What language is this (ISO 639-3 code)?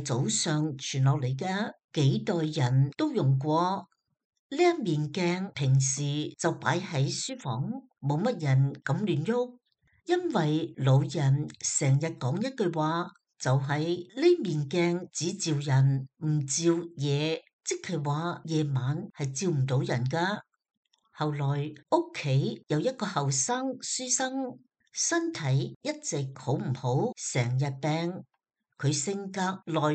yue